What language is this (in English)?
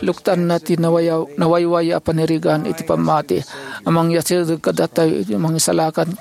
Iloko